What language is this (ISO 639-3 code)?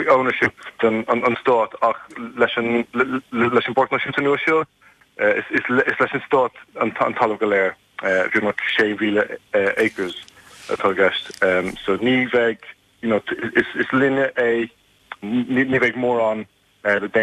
gle